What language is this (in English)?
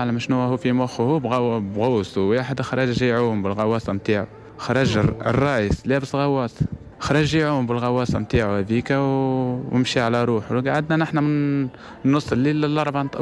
Tunisian Arabic